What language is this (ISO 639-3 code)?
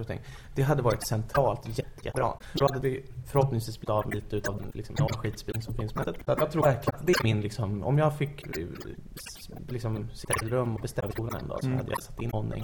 swe